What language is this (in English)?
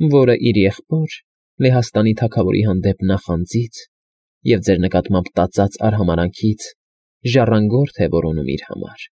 Armenian